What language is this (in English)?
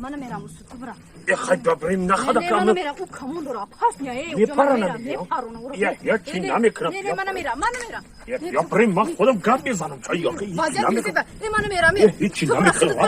Tajik